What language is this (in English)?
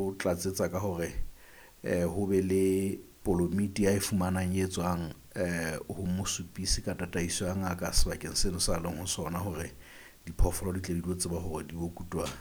Southern Sotho